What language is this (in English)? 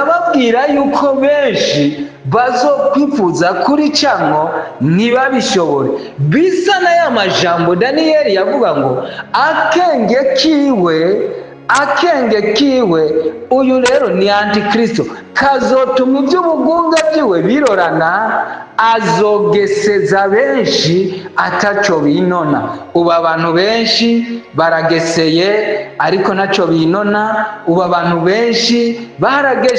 Rundi